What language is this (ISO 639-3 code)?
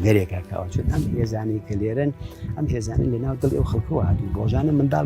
ckb